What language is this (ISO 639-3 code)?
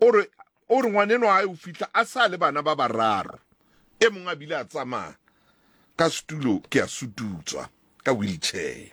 sot